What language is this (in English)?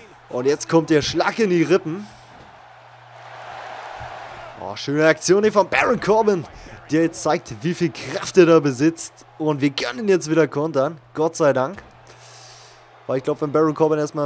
German